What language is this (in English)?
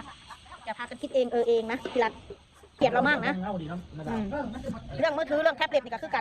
Northeastern Thai